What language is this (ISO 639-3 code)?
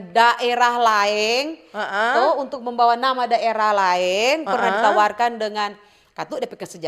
xmm